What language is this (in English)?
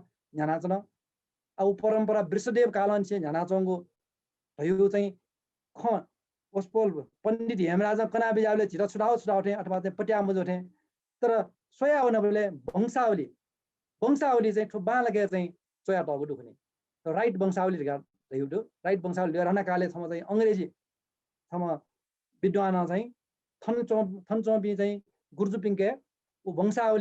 Newari